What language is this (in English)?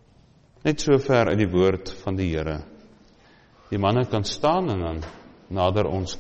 Afrikaans